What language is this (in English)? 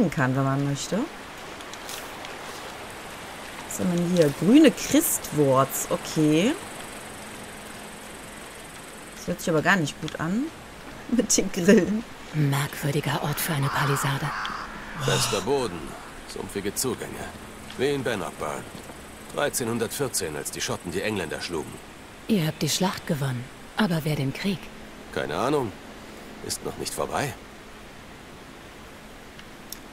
German